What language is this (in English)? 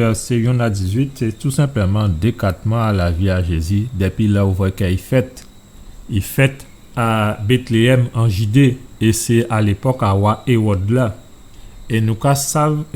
Guadeloupean Creole French